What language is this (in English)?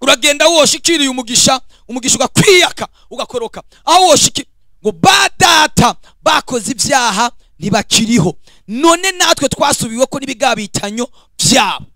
Rundi